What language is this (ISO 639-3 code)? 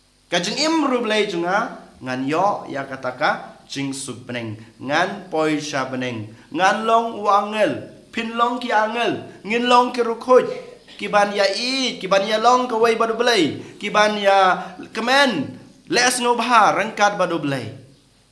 kha